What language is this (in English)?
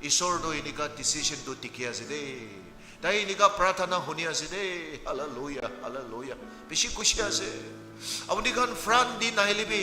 Naga Pidgin